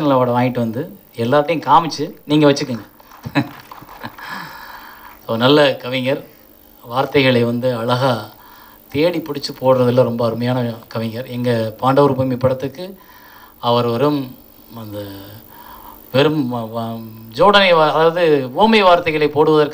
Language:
Tamil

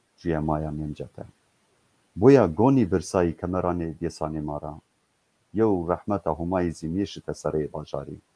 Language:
Zaza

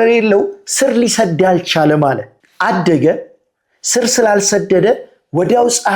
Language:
Amharic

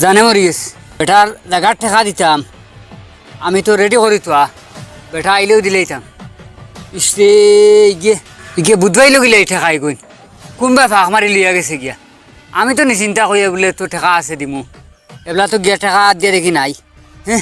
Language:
Sylheti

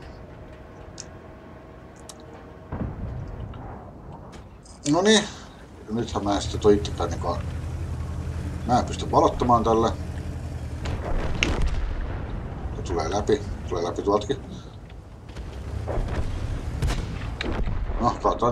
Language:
Finnish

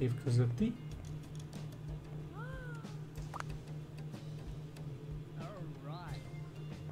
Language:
Hungarian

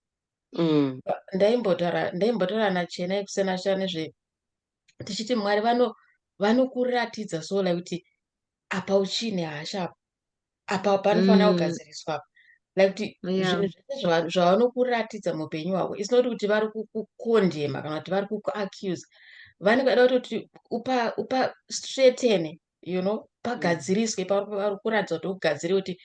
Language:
Shona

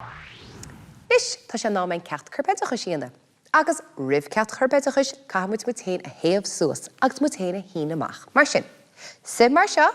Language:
Irish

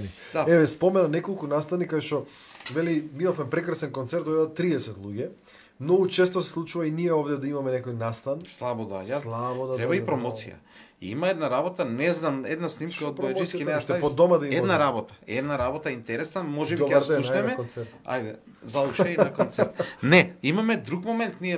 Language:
Macedonian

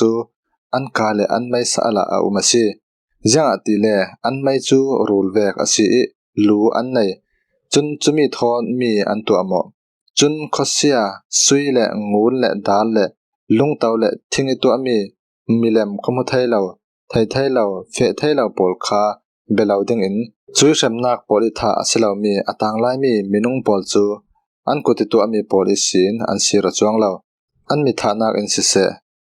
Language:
Falam Chin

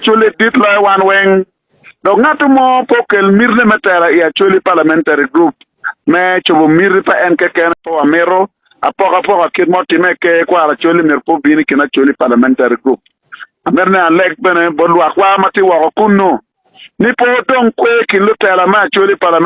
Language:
Acoli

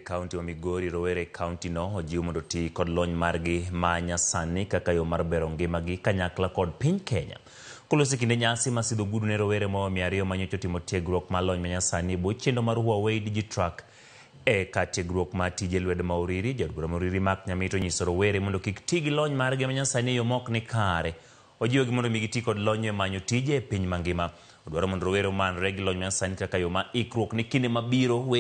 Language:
Luo (Kenya and Tanzania)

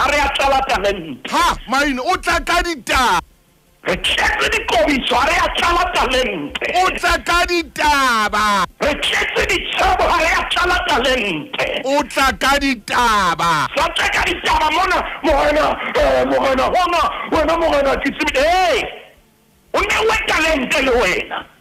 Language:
Southern Sotho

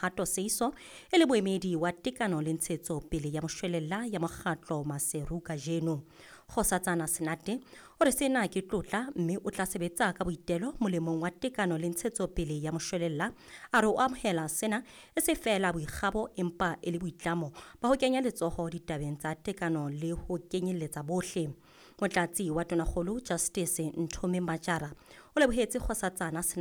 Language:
Southern Sotho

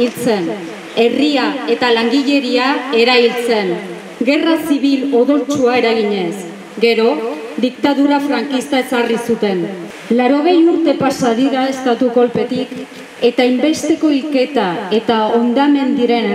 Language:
Basque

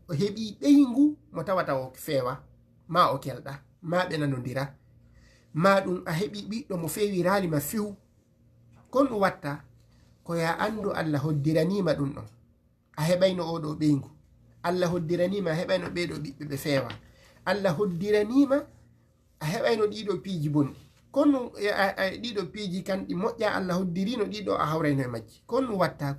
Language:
Fula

